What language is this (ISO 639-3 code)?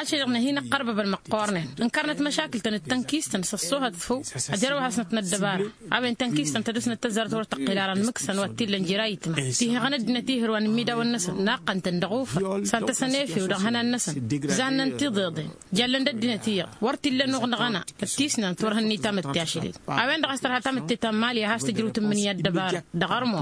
taq